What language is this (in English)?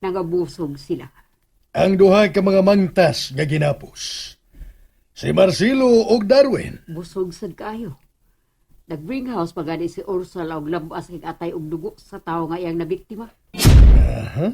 Cebuano